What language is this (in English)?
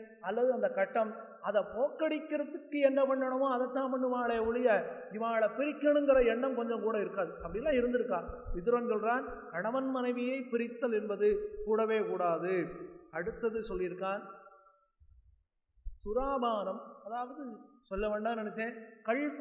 Tamil